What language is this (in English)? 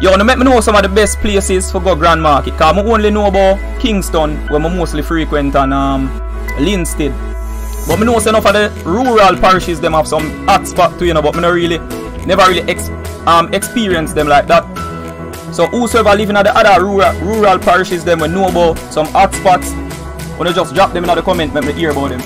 Jamaican Creole English